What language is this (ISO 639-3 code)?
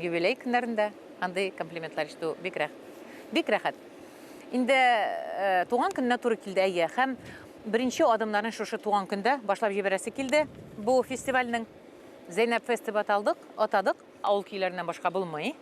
tat